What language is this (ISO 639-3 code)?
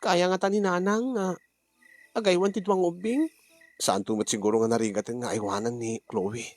ilo